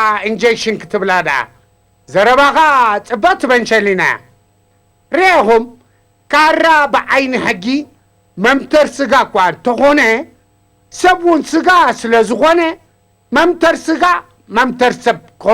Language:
Tigrinya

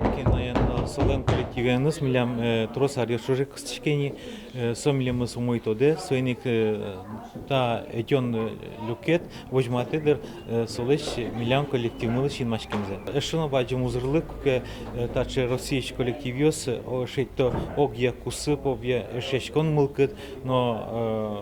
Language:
Udmurt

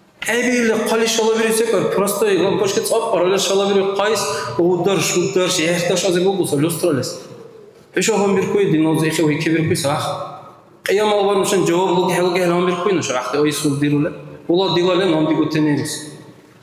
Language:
Dargwa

